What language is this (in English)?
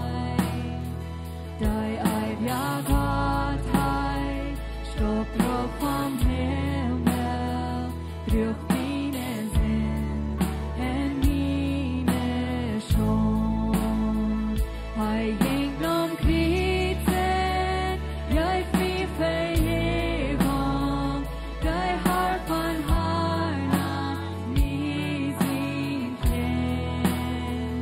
Plautdietsch